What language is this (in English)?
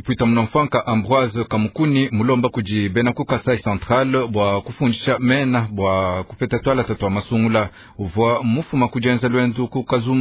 Luba-Lulua